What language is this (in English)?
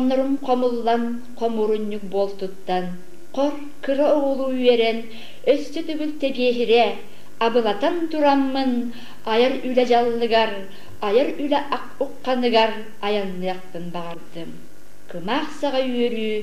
Yakut